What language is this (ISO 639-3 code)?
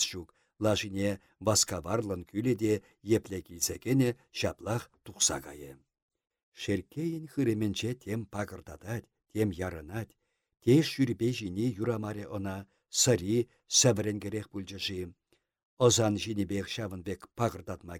chv